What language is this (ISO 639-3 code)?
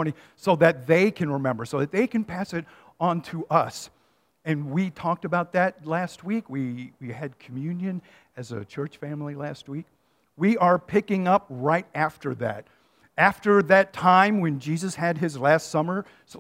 eng